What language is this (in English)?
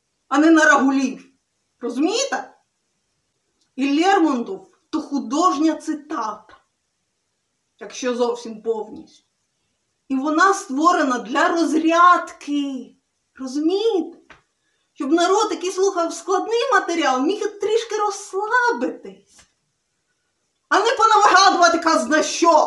Ukrainian